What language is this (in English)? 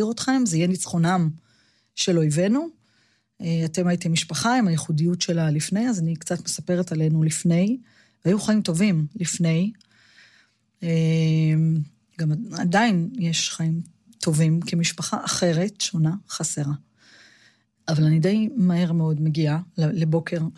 Hebrew